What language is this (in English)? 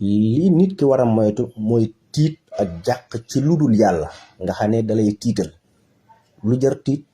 Wolof